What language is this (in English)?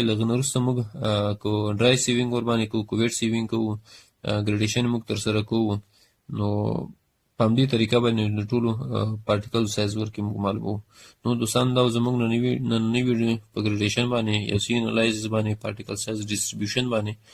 Pashto